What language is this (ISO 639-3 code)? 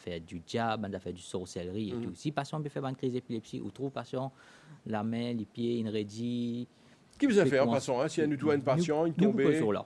mfe